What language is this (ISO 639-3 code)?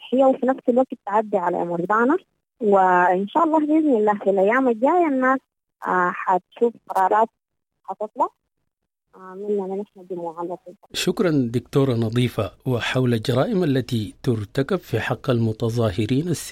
apd